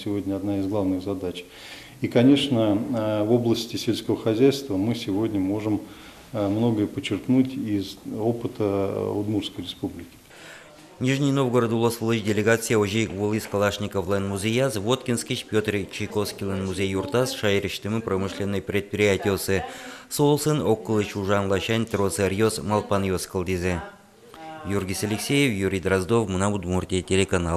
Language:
Udmurt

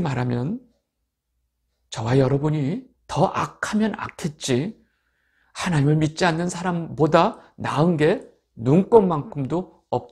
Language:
Korean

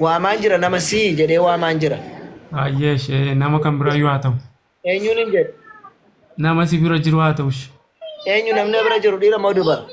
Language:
Oromo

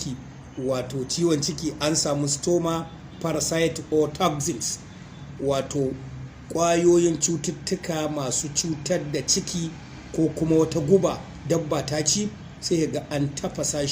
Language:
Hausa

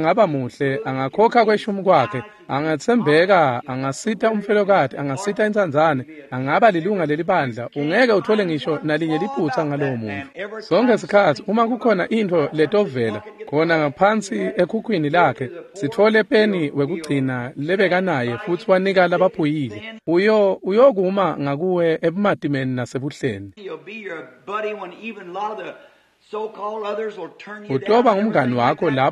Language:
Swati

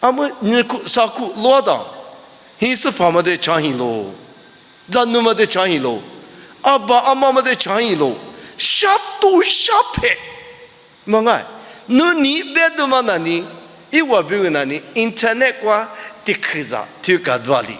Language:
Lisu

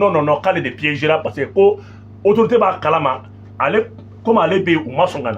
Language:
Bambara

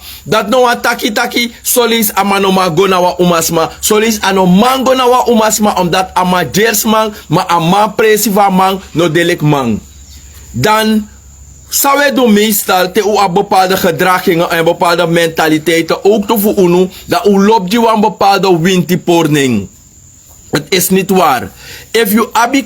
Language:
Sranan Tongo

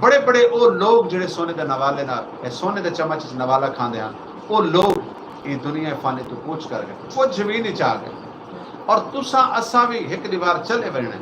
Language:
Saraiki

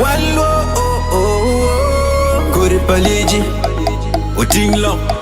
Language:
Acoli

